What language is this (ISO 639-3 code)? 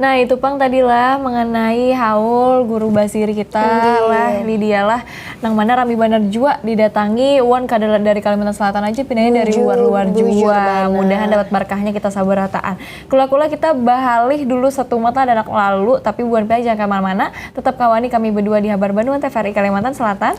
bjn